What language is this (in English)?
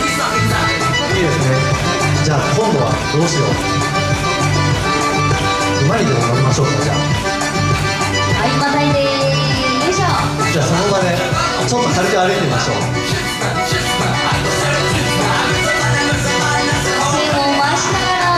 Japanese